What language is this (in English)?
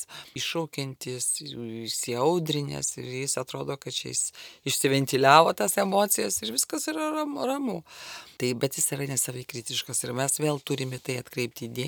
Lithuanian